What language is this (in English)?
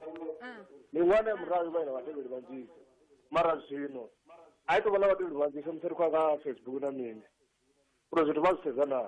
Venda